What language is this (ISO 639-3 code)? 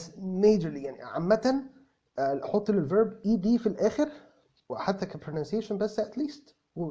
arz